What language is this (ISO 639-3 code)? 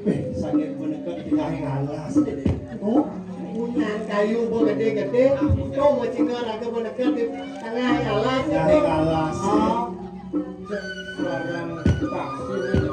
ban